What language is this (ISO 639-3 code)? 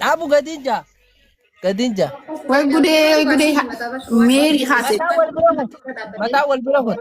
orm